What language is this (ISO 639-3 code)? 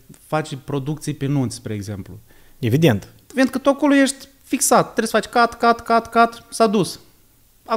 ron